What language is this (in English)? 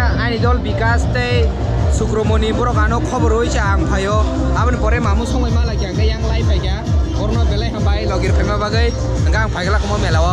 Kok Borok